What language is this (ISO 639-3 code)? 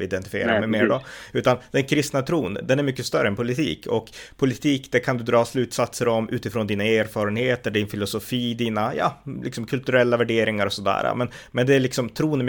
swe